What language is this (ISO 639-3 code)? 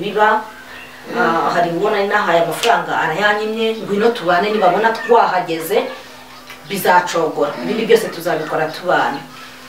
kin